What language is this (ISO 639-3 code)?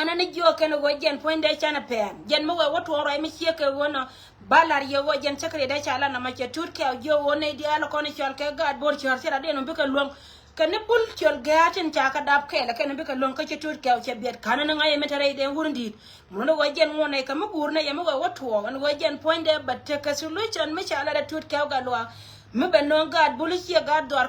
nus